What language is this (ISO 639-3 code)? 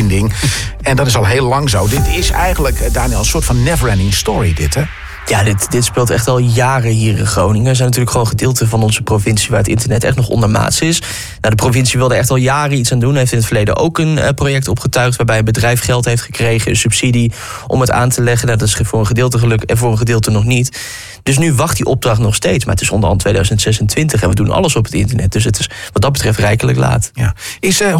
nld